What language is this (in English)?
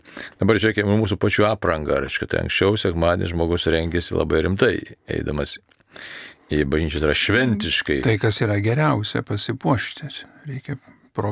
Lithuanian